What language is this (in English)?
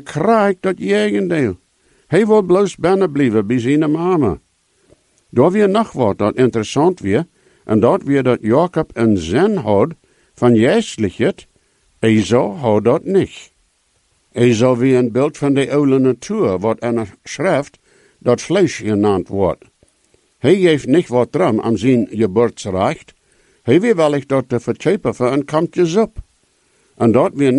Plautdietsch